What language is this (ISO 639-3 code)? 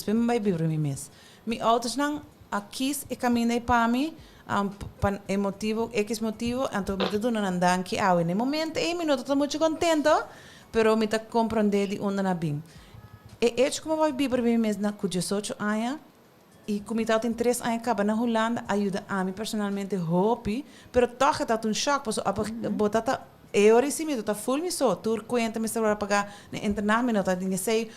pap